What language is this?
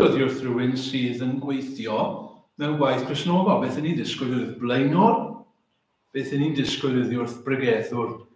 Welsh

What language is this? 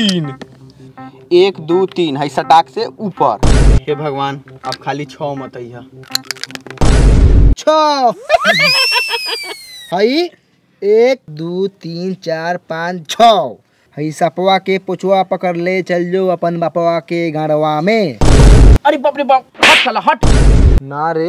Bhojpuri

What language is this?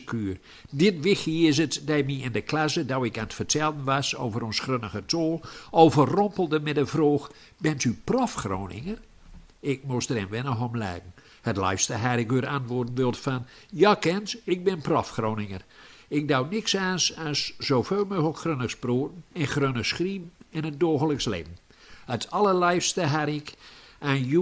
Gronings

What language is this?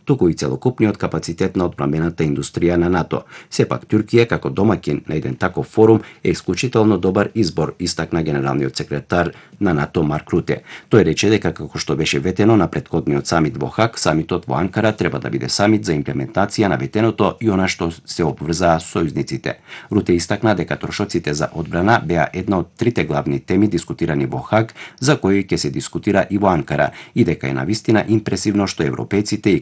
Macedonian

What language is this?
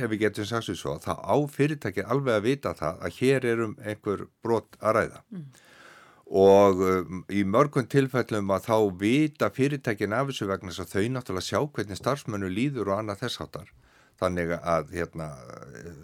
Icelandic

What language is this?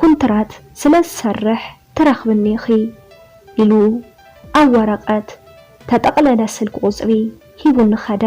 Tigrinya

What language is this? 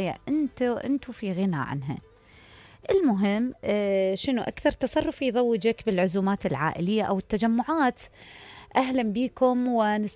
Mesopotamian Arabic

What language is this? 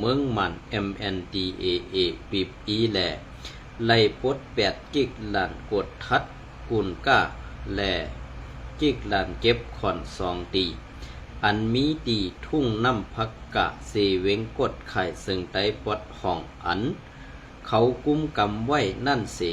Shan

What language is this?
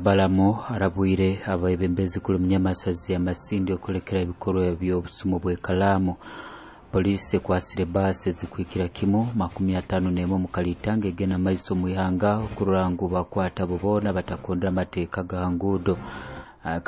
Nyoro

